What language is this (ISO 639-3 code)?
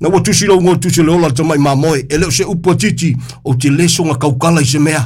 smo